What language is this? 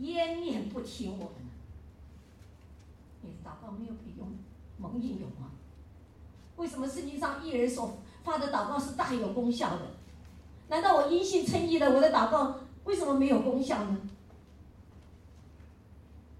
Chinese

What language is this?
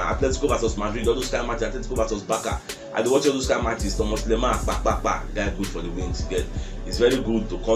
Nigerian Pidgin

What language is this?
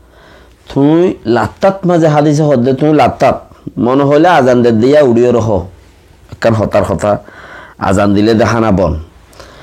Rohingya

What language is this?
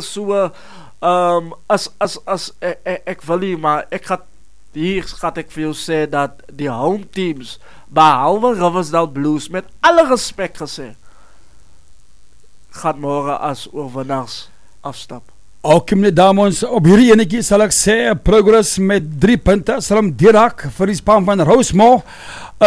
Afrikaans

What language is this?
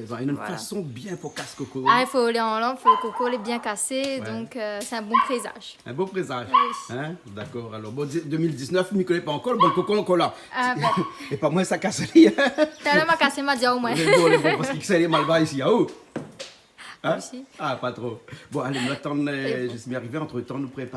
Réunion Creole French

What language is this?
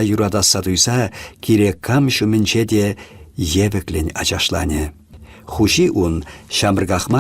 Chuvash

